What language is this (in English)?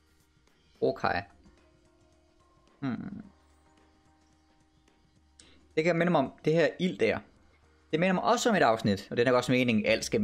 Danish